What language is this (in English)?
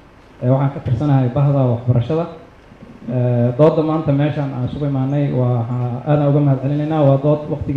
Somali